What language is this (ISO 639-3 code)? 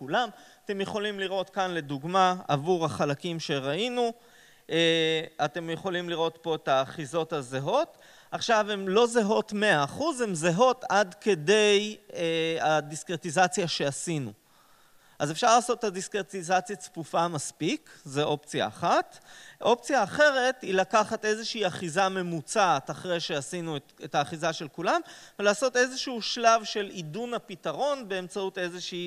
heb